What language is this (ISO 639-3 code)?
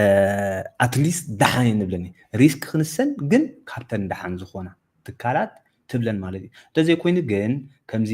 tir